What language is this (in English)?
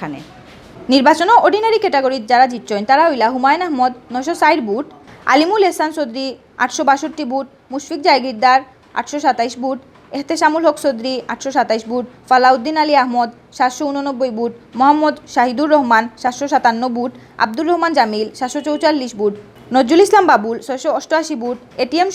Sylheti